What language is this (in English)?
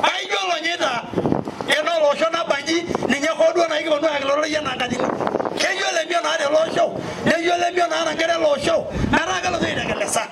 Masai